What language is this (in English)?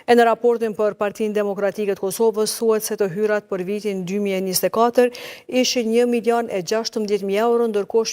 Albanian